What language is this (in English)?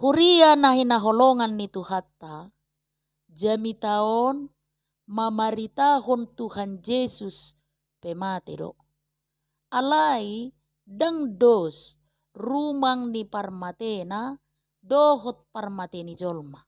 Batak Toba